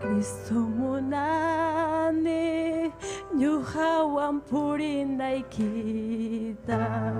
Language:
Ayacucho Quechua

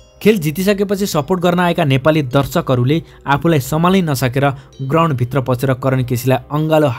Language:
Nepali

